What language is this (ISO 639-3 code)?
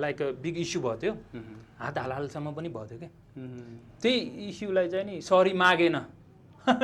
nep